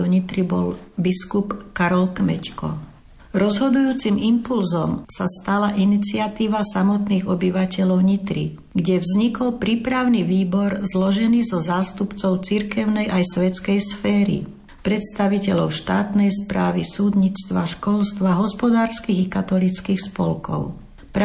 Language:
Slovak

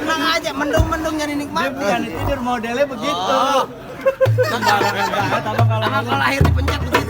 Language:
Betawi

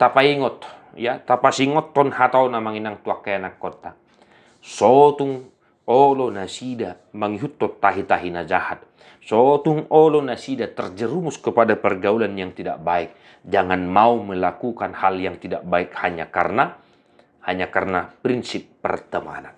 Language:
Batak Toba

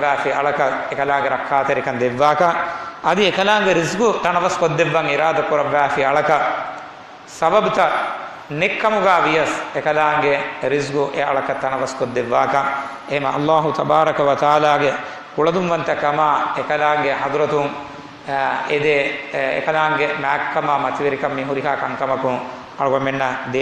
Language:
Divehi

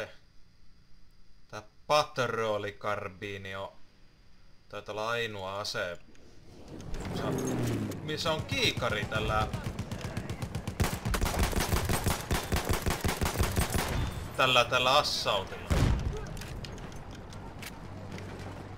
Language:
Finnish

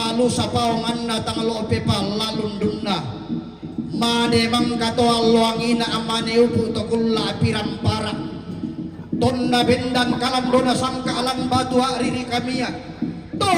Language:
Toraja-Sa'dan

